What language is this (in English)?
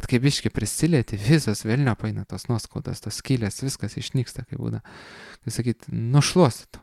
Lithuanian